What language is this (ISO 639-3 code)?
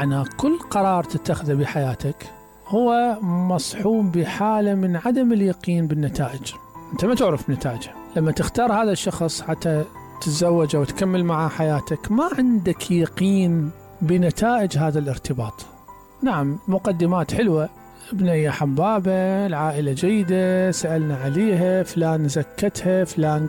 acm